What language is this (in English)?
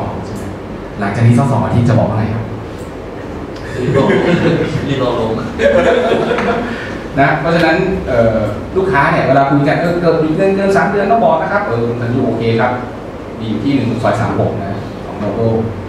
Thai